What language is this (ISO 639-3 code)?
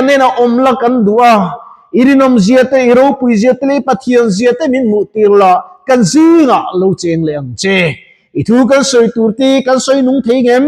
lus